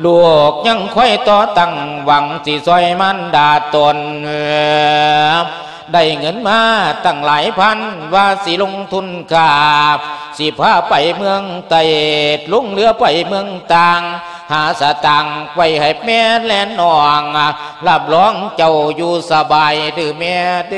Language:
Lao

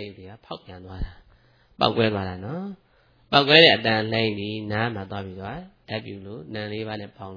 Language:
Burmese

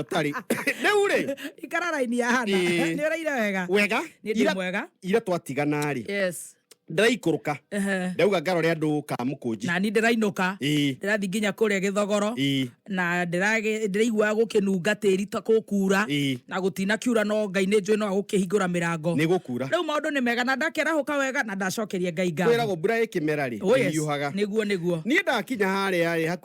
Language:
Kikuyu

